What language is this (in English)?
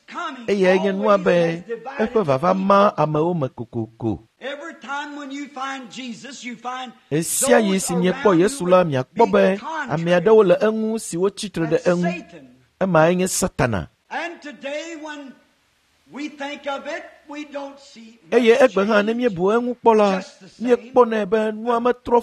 Ewe